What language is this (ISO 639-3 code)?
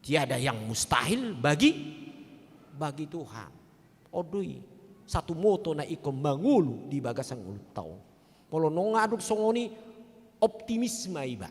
bbc